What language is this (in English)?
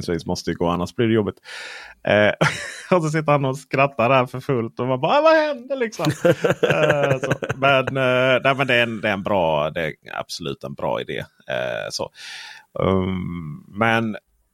Swedish